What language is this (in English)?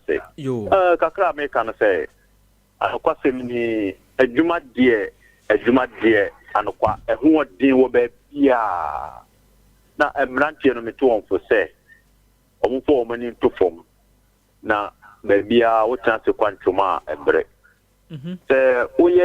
Akan